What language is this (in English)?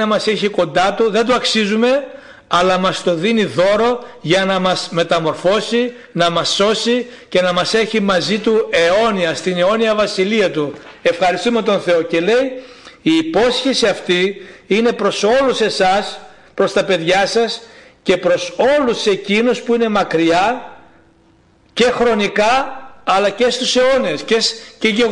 Greek